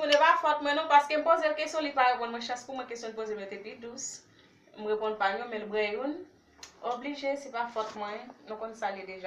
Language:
Haitian Creole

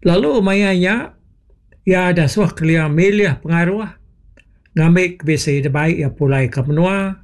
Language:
Iban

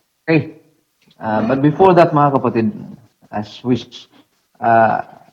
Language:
Filipino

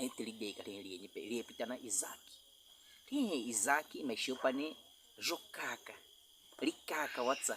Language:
Baniwa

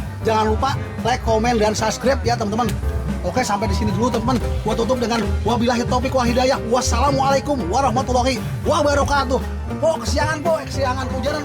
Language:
Betawi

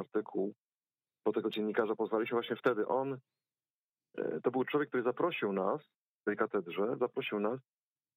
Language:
Polish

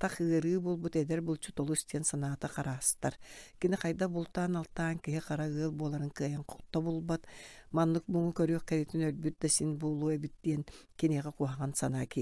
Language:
Yakut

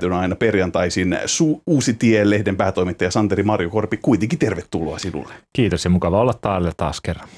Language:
Finnish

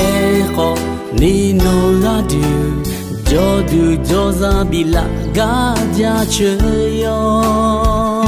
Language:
Akha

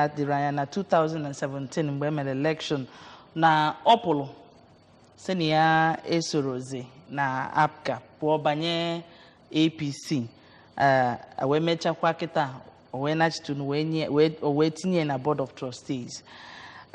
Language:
Igbo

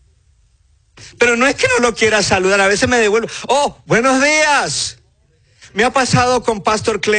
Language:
Spanish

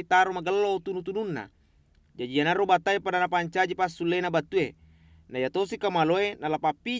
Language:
Buginese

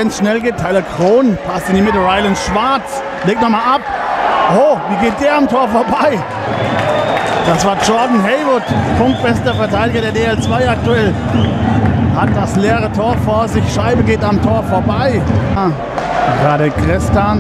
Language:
German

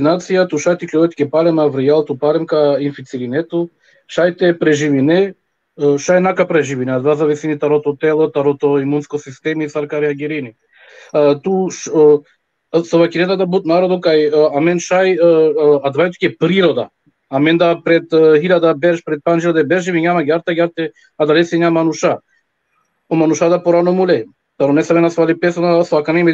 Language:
Balkan Romani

